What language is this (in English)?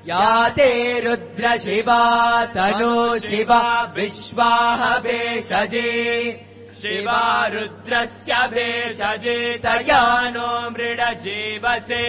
Sanskrit